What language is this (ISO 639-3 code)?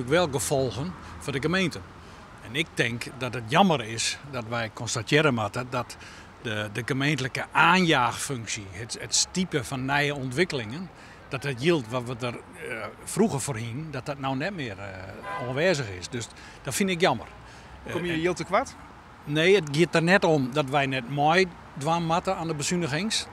fry